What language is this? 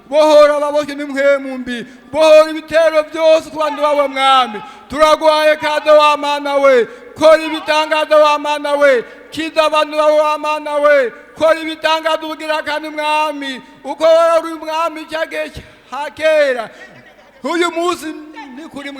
Rundi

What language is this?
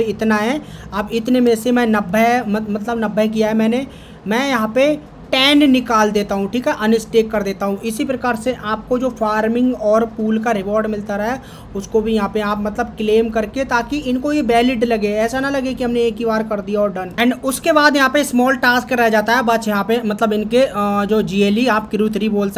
Hindi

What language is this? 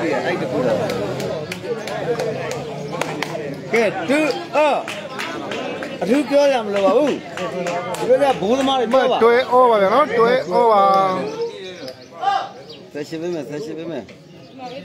Burmese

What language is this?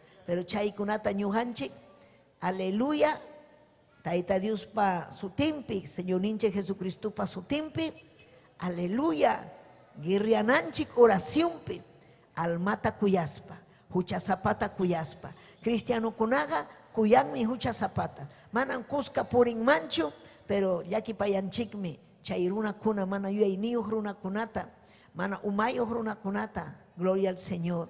Ayacucho Quechua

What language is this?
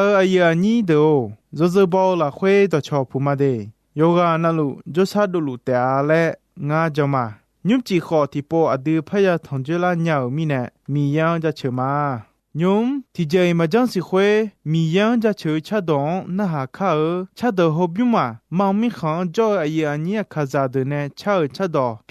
Akha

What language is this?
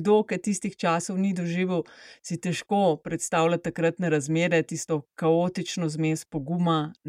Slovenian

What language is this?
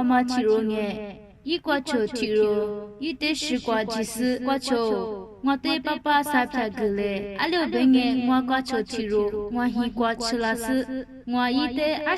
Lisu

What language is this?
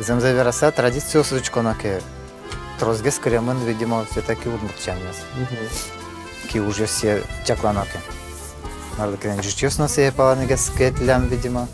Udmurt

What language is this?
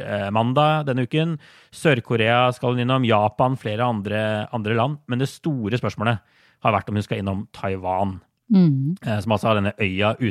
Norwegian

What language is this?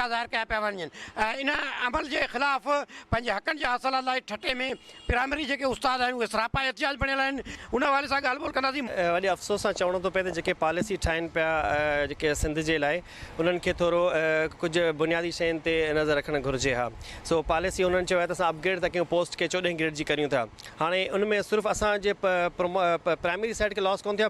Sindhi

